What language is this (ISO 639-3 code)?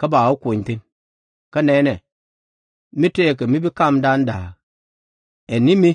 nus